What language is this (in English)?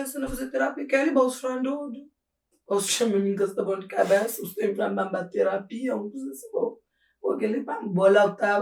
Kabuverdianu